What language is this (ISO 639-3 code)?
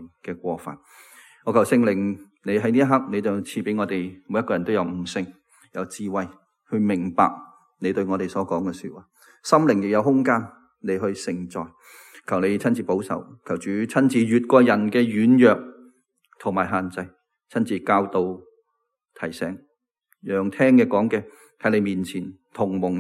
yue